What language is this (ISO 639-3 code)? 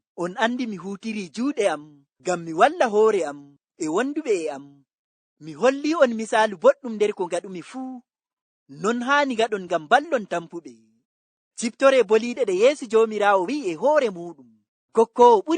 ful